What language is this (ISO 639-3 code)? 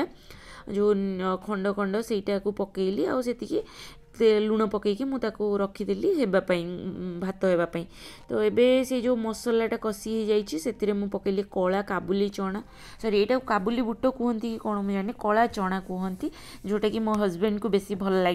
ori